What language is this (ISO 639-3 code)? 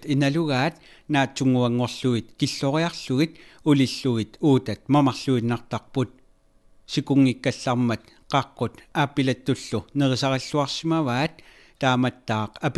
kal